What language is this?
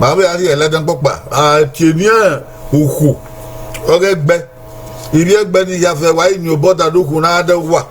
Bini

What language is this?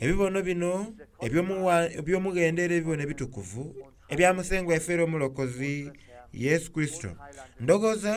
Soga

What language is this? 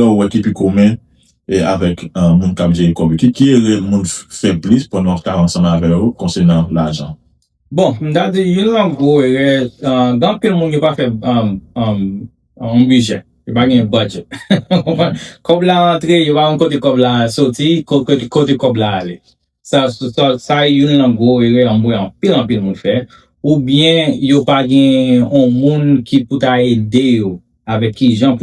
Haitian Creole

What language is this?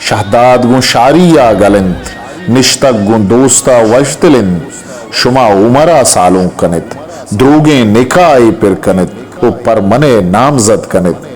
Eastern Balochi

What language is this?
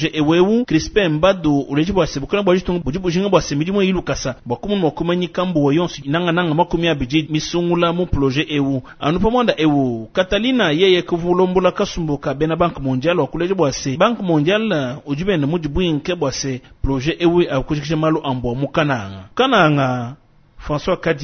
Luba-Lulua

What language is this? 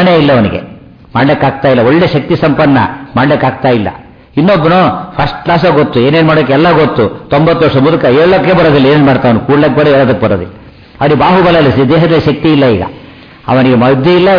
Kannada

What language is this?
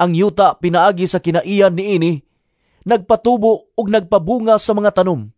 Cebuano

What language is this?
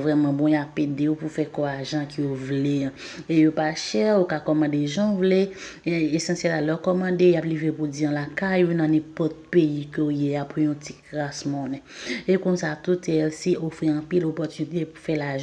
Haitian Creole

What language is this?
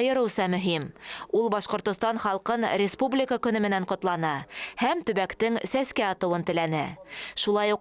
Bashkir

